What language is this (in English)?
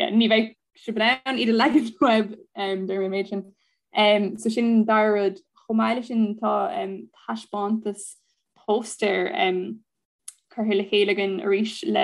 Irish